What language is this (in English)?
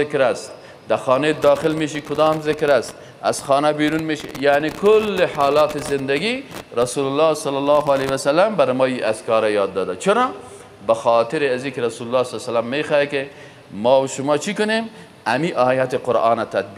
Persian